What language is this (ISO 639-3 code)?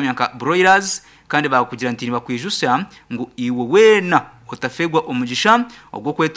nyn